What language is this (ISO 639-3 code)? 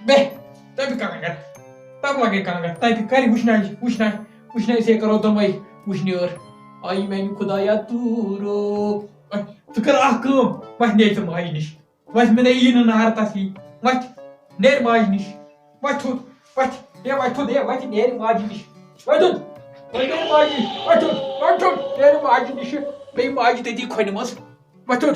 kas